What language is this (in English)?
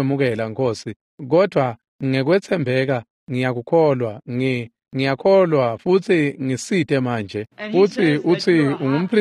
Swati